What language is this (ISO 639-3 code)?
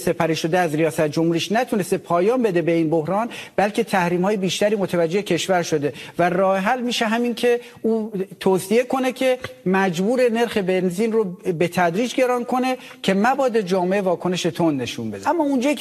fas